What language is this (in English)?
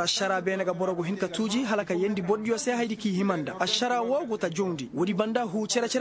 Koyraboro Senni